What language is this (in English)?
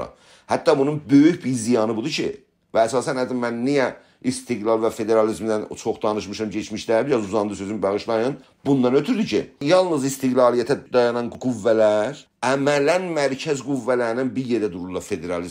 South Azerbaijani